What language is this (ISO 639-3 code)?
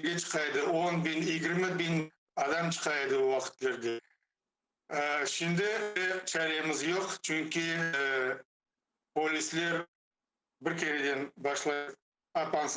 crh